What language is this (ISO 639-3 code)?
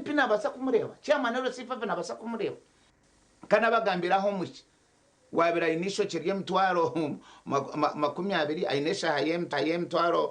nyn